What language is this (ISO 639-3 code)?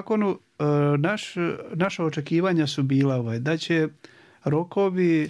hrv